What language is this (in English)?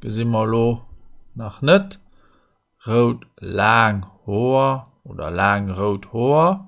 Luxembourgish